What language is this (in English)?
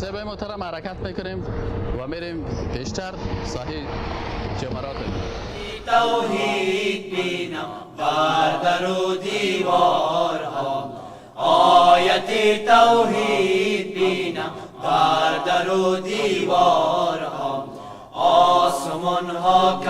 Persian